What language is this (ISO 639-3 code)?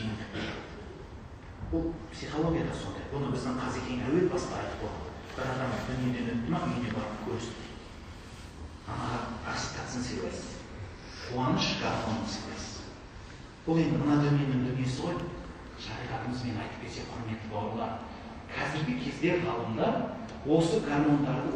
kaz